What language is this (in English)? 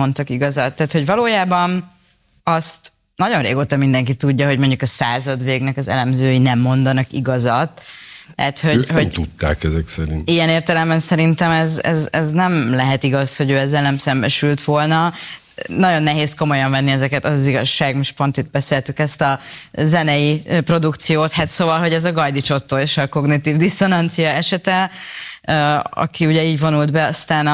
Hungarian